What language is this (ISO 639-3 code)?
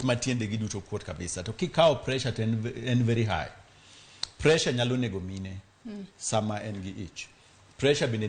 luo